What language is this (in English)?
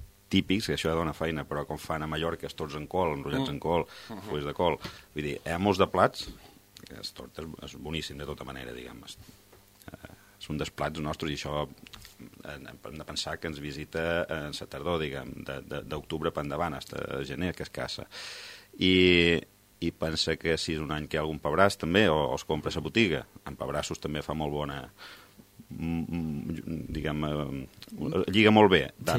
Catalan